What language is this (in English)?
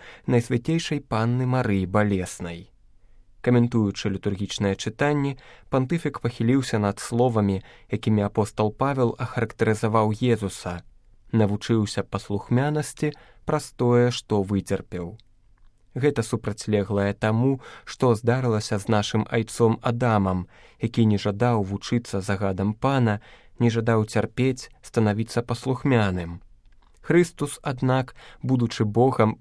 Belarusian